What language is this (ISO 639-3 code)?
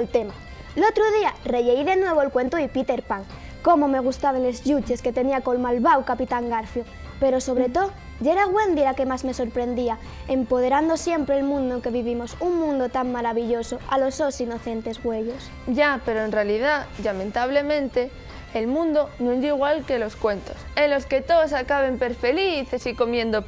ast